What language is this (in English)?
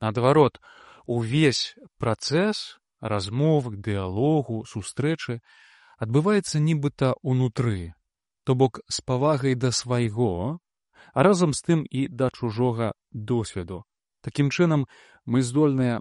Belarusian